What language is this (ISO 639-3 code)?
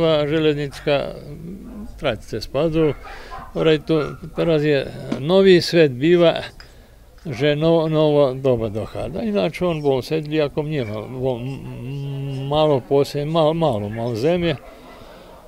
slk